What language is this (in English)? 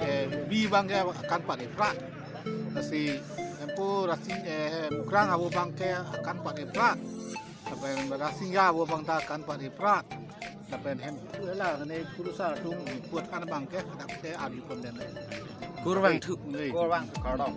Karbi